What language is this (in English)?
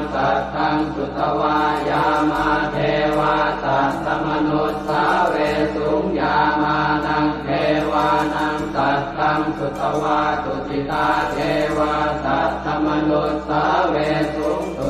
Pali